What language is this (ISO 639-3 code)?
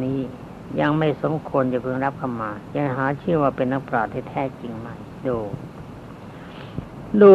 tha